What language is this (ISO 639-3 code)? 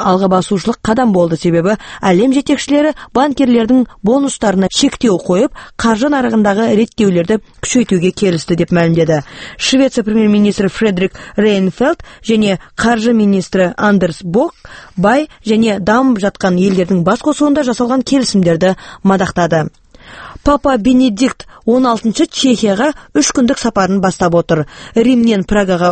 kaz